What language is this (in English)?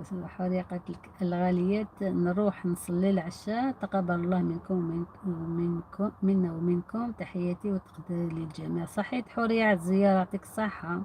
Algerian Arabic